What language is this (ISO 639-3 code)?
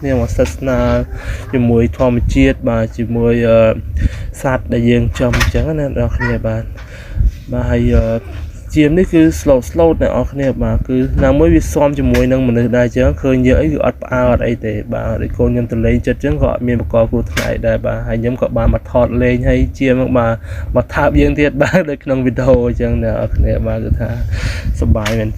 khm